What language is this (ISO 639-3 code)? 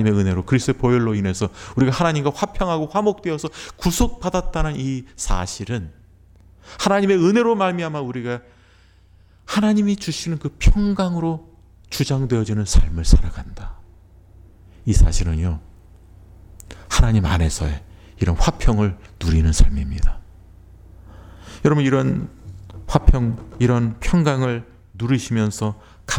kor